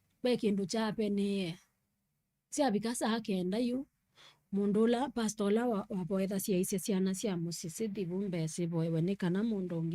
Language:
Kamba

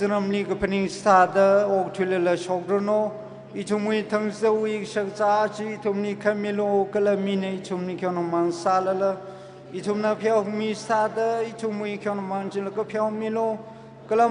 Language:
Tangkhul Naga (India)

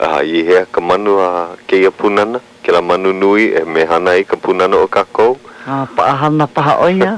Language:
Hawaiian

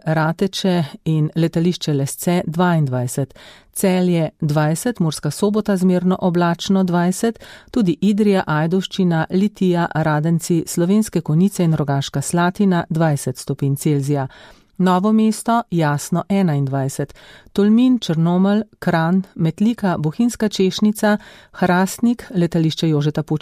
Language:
Slovenian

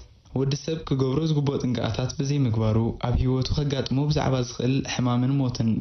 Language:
Tigrinya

